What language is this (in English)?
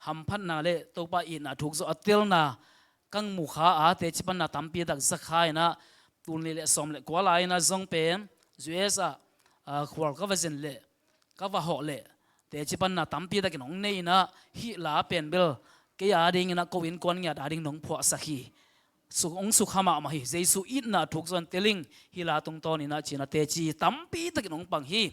Tedim Chin